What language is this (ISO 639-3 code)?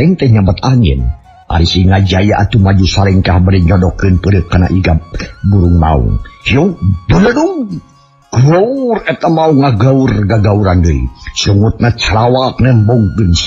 sun